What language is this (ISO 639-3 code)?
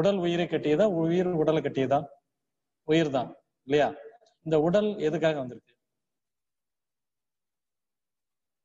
tam